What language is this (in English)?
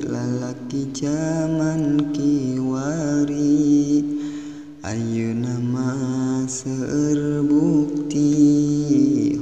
Sundanese